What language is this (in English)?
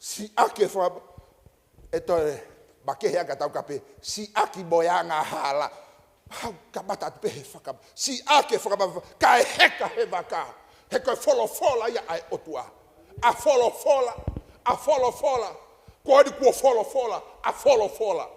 Tongan